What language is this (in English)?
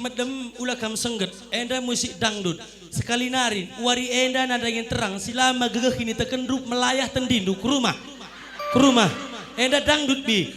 Batak Karo